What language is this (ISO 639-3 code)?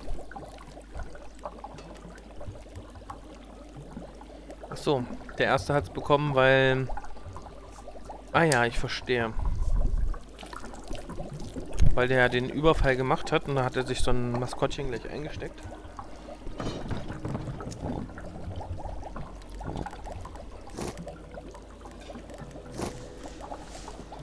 deu